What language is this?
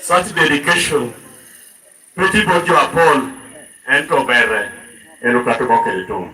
Lango (Uganda)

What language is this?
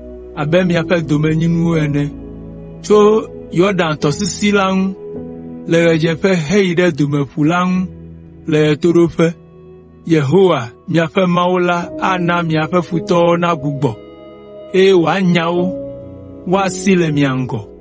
Ewe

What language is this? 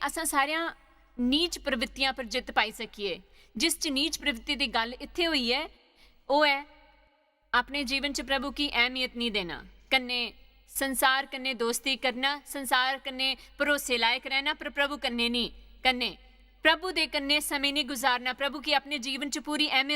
Dogri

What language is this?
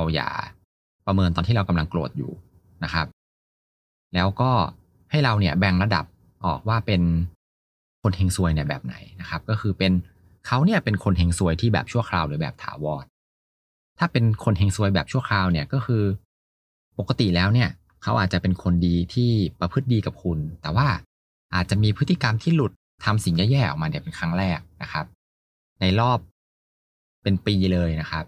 Thai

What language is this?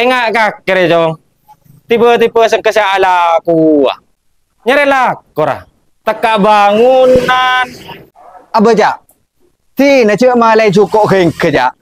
Madurese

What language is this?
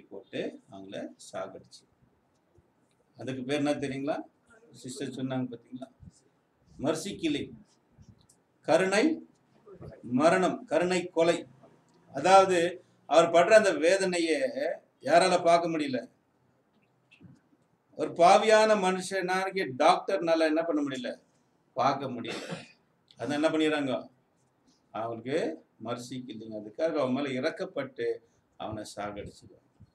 Tamil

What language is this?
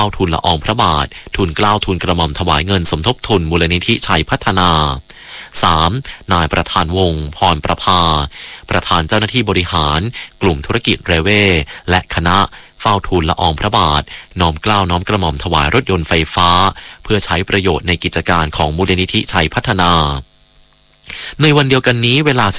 Thai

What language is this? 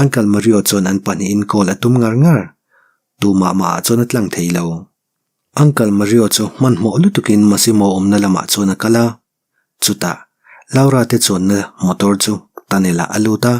Mizo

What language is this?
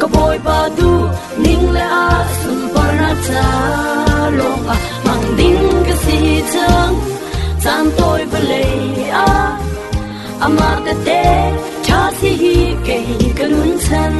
Falam Chin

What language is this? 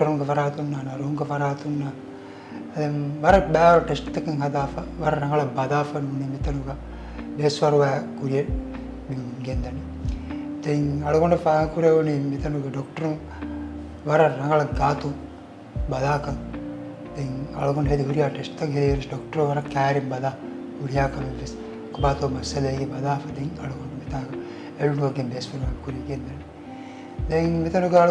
Divehi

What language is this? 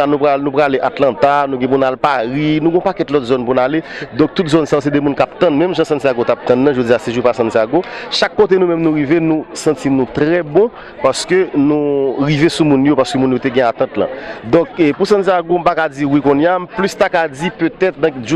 Haitian Creole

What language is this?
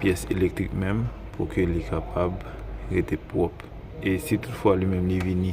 Haitian Creole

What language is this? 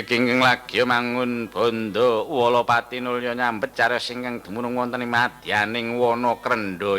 Javanese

